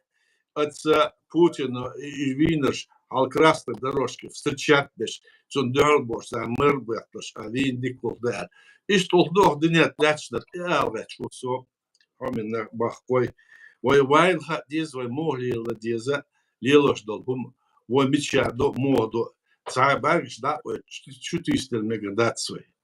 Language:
Chechen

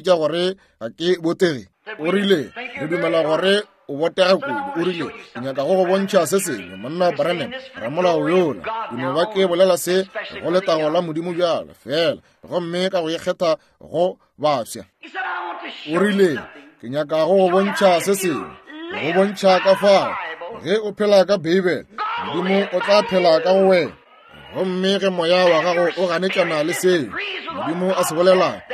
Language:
Northern Sotho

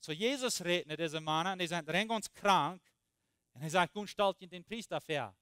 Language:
Plautdietsch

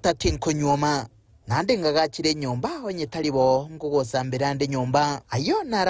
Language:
Gusii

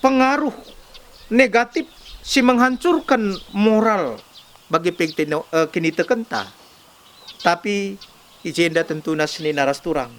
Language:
Batak Karo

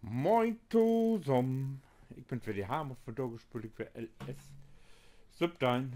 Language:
Low German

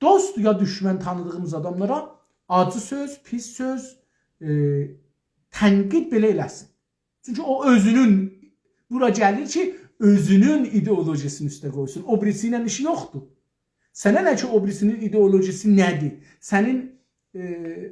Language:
South Azerbaijani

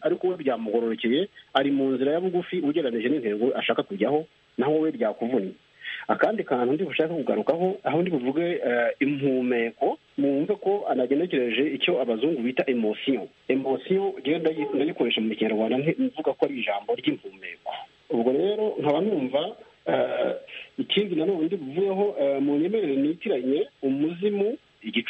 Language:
Kinyarwanda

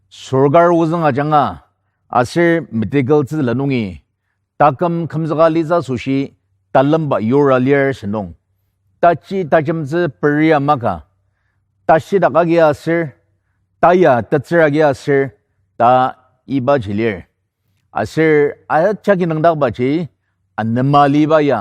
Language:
Ao Naga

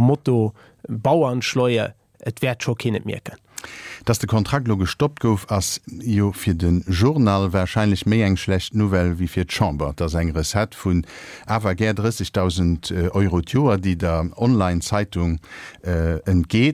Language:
Luxembourgish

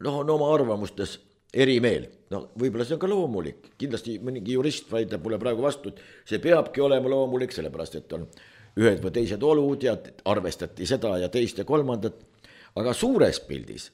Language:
Estonian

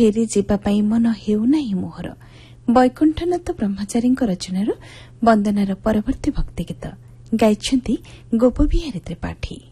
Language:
Odia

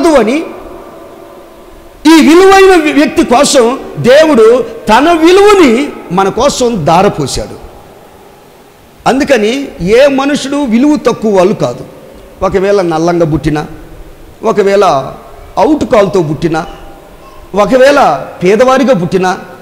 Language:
Telugu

